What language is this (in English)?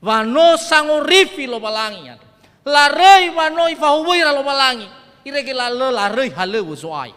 Nias